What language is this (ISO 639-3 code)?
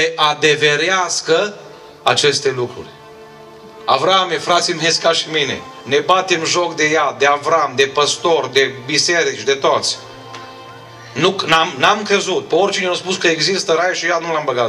ron